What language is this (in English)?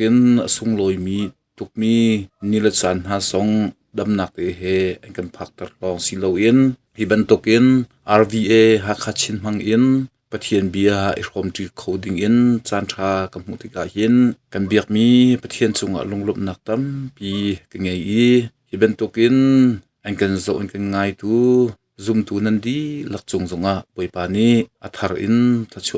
Hakha Chin